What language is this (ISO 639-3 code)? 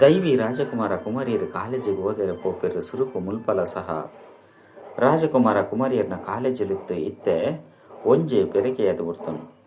tcy